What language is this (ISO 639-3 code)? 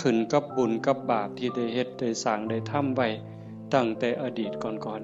tts